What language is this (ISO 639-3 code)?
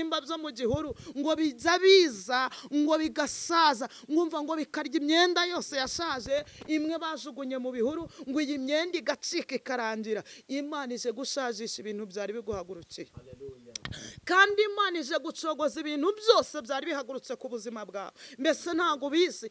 kin